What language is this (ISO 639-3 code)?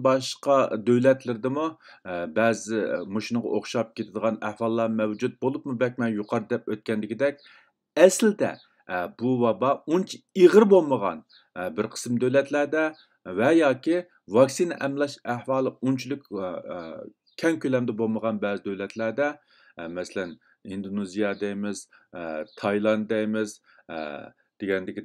uig